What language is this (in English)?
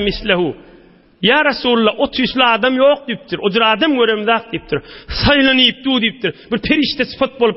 Turkmen